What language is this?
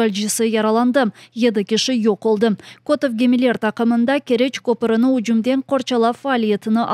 Crimean Tatar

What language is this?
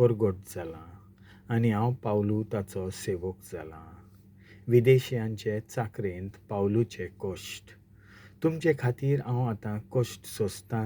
Konkani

